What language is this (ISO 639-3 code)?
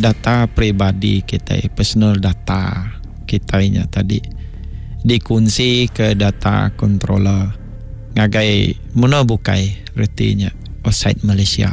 iba